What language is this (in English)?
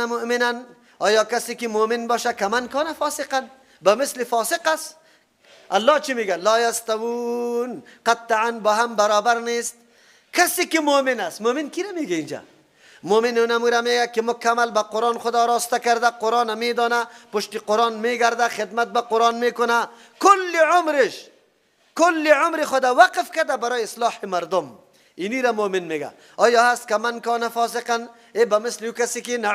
Persian